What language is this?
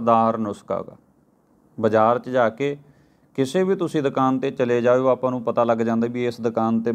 Punjabi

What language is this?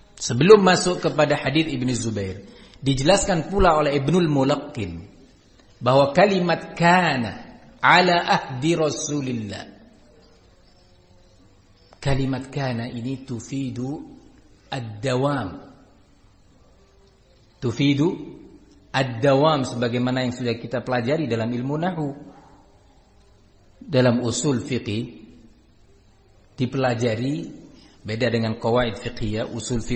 Indonesian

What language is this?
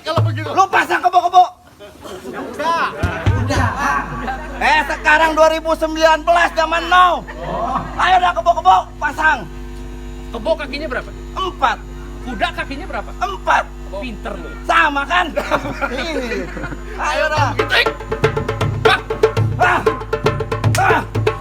Betawi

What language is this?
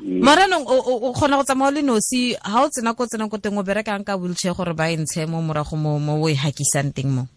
Tswana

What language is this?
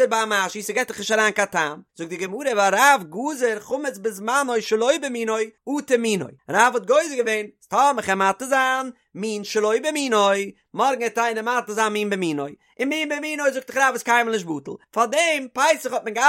Yiddish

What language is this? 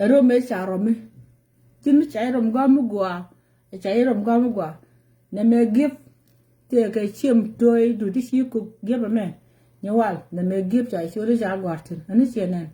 Nuer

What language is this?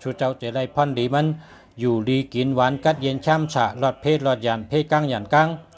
Shan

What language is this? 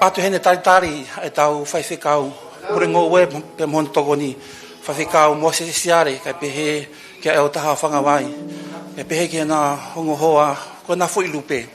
Tongan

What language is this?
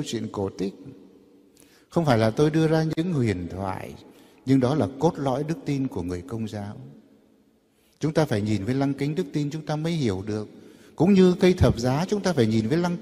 Vietnamese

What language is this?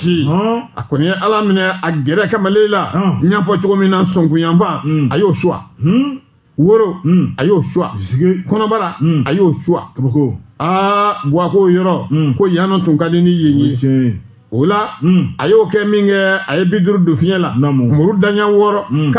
Bambara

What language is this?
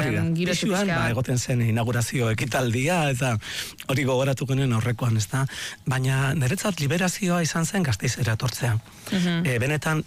Basque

